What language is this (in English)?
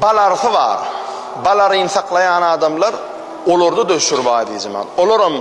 Turkmen